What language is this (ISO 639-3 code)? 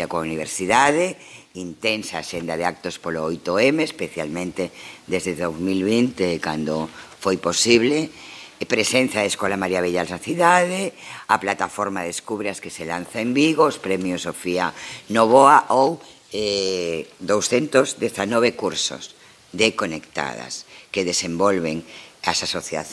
glg